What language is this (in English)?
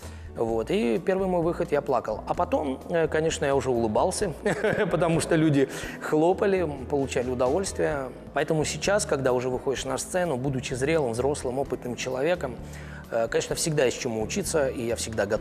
Russian